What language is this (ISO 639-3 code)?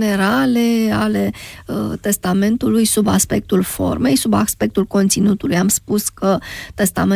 ron